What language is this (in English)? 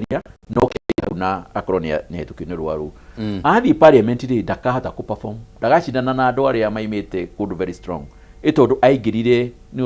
Kikuyu